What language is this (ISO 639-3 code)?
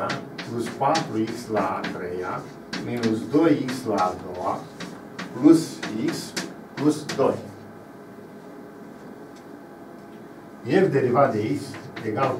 ron